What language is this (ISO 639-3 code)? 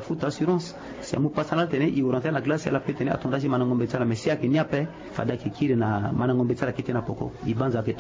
sag